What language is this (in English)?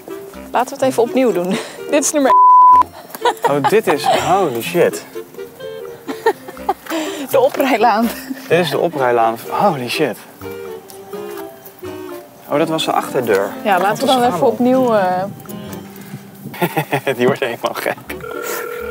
Dutch